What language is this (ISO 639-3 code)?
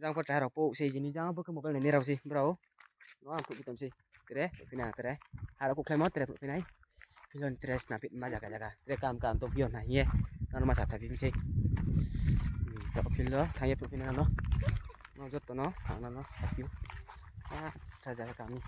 ria